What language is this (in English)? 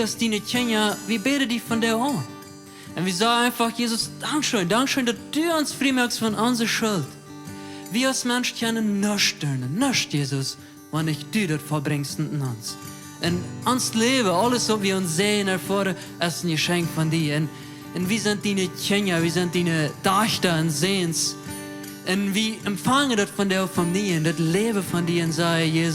Plautdietsch